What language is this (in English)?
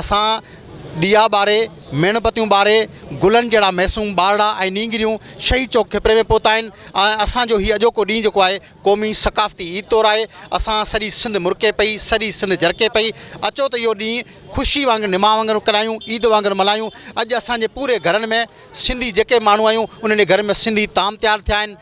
Sindhi